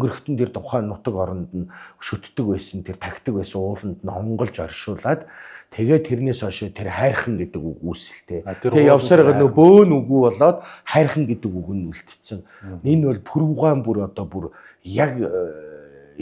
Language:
Mongolian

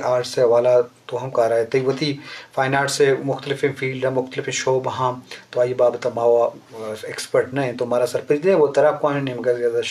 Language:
Eastern Balochi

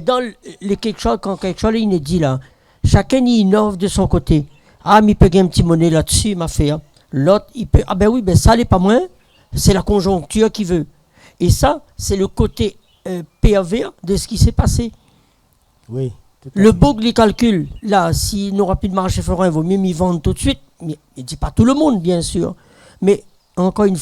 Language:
Réunion Creole French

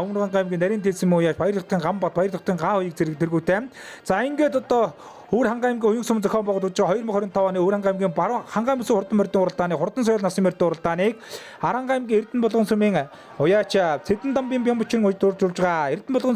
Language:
Mongolian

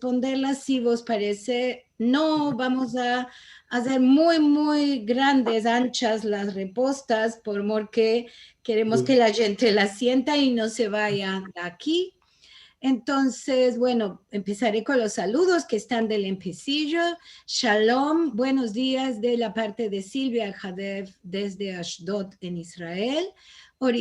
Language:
Ladino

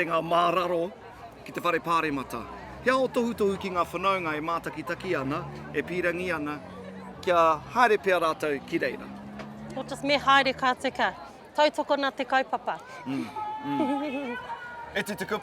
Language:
Māori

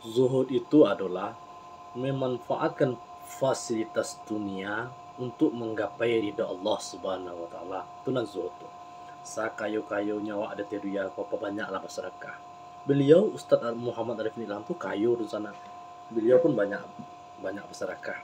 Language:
Minangkabau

